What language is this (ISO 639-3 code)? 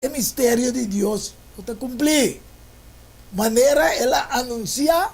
pap